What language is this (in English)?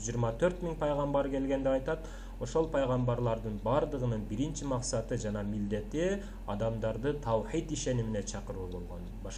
Kyrgyz